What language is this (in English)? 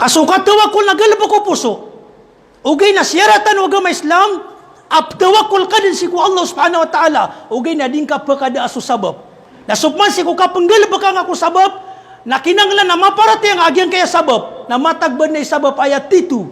Maranao